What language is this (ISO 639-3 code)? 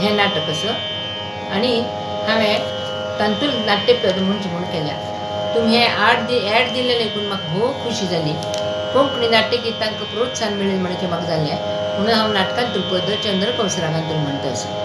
kok